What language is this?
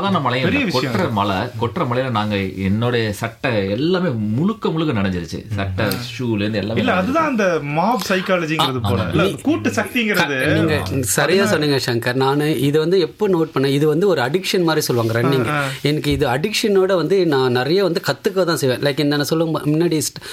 Tamil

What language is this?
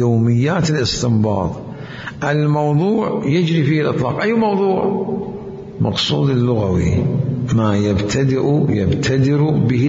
Mesopotamian Arabic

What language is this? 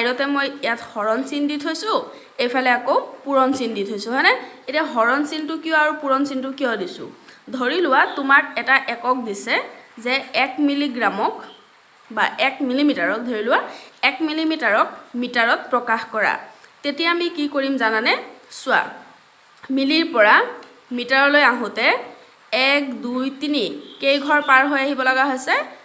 Assamese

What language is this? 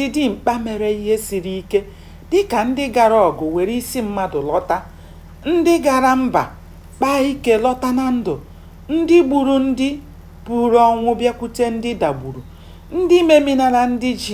Igbo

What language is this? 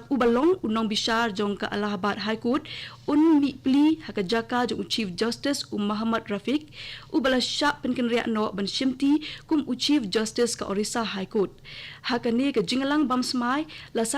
Khasi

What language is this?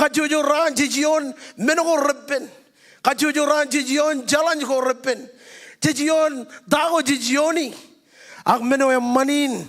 Marshallese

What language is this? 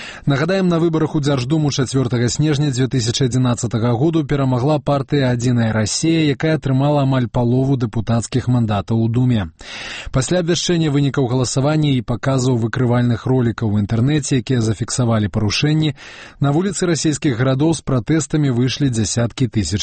Belarusian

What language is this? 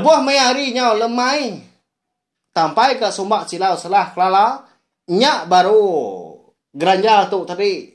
Iban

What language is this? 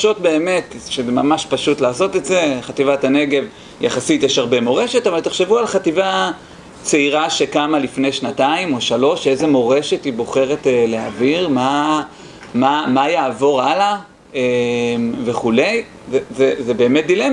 Hebrew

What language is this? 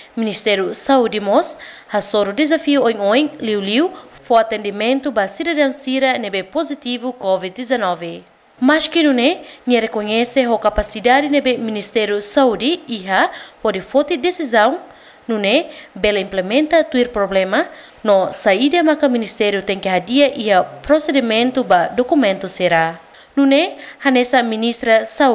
Tetum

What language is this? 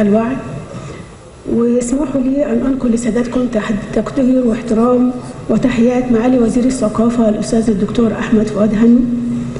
Arabic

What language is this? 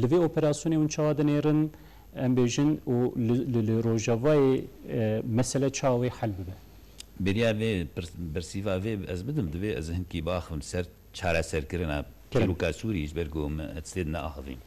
Kurdish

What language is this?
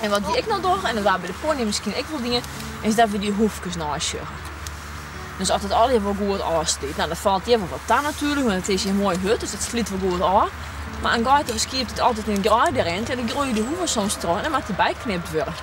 Western Frisian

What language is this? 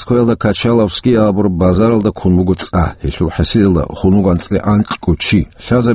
Avaric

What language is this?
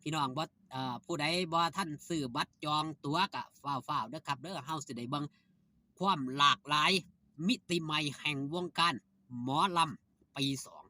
Northeastern Thai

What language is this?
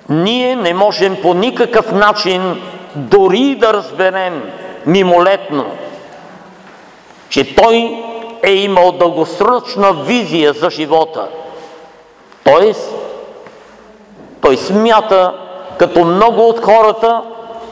Bulgarian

